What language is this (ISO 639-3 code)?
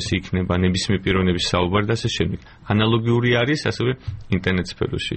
kat